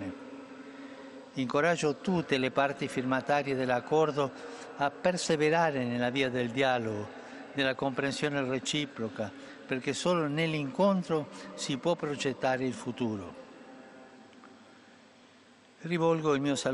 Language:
Italian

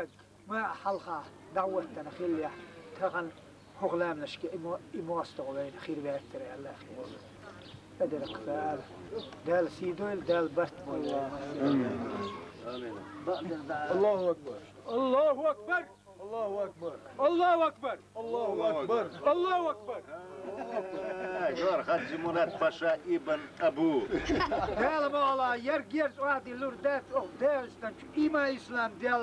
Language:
Chechen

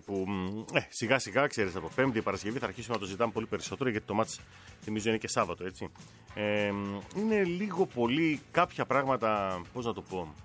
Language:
Greek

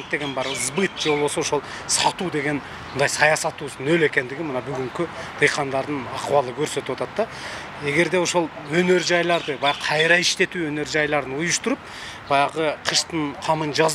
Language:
Kyrgyz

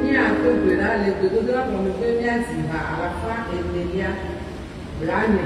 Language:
Ewe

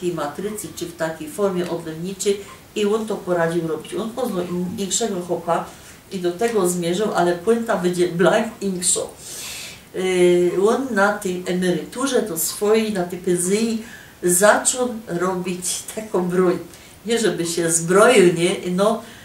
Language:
Silesian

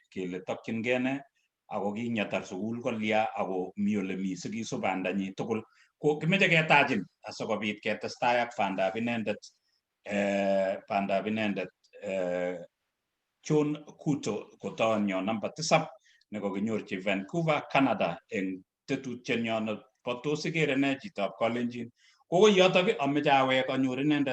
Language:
Kalenjin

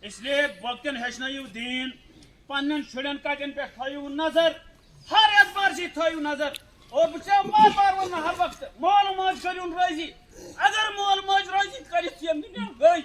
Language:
Kashmiri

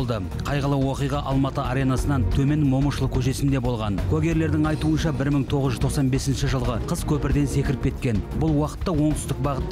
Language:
Kazakh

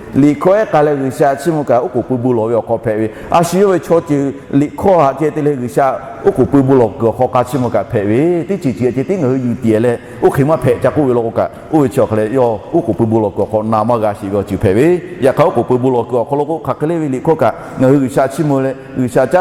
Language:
Lahu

